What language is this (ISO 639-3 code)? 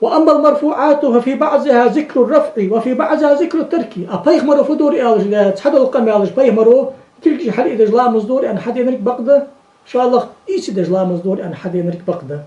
inh